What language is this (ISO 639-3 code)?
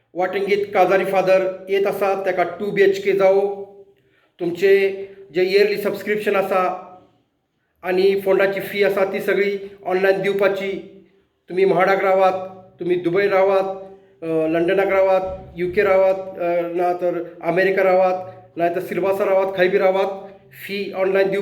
kok